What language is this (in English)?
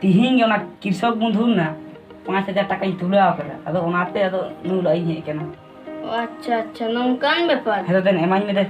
Santali